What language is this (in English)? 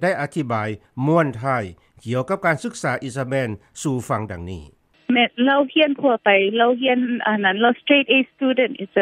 Lao